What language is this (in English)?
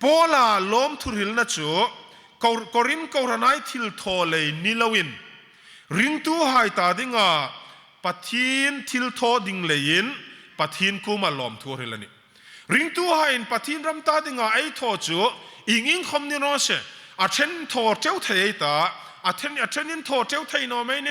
Hmar